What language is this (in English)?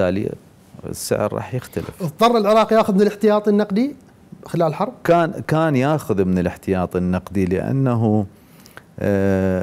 Mesopotamian Arabic